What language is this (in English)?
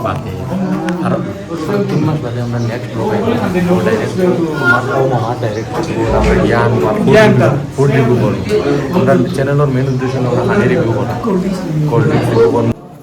Sylheti